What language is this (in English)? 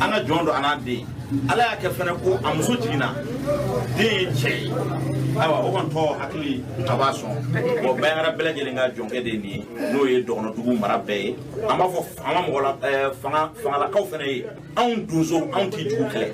Bambara